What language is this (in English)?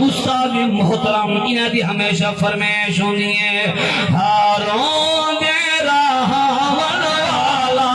Saraiki